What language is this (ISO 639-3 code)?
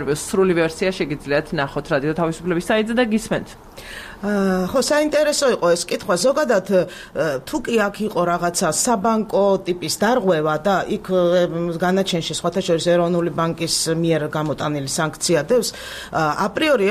kat